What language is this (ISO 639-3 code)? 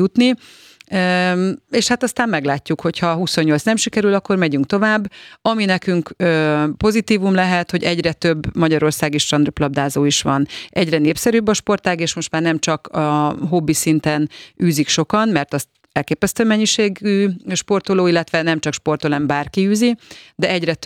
hun